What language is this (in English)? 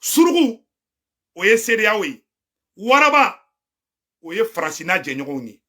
Bambara